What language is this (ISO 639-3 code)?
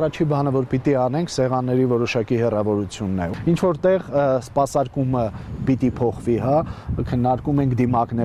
hye